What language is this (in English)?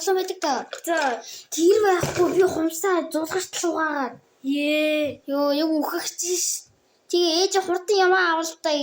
Mongolian